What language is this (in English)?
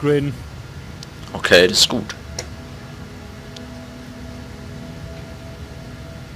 German